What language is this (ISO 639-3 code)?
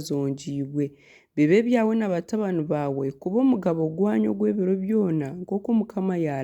nyn